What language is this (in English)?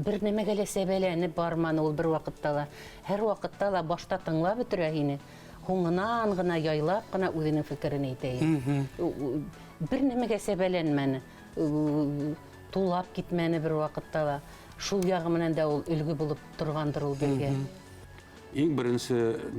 Bashkir